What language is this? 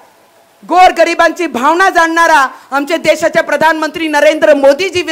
Marathi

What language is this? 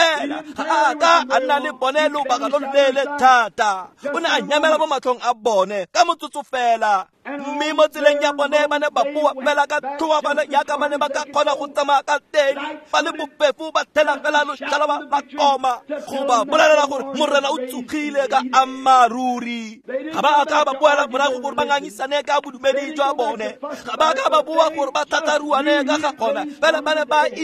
Tswana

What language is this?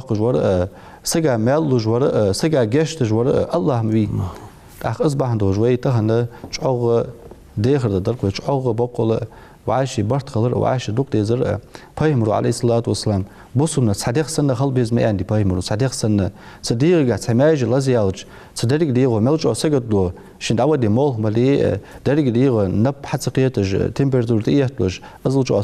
Ingush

